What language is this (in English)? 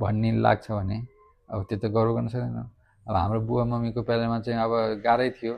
Nepali